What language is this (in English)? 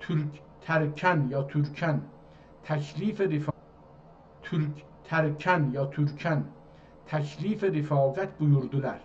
South Azerbaijani